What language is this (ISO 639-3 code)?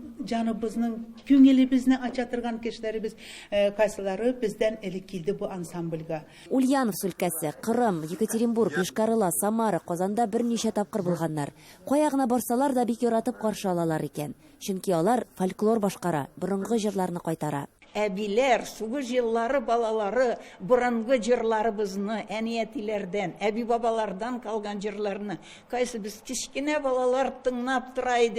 tat